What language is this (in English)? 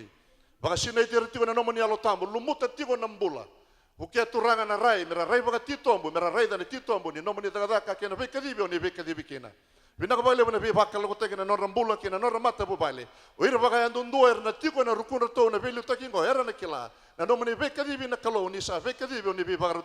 Fijian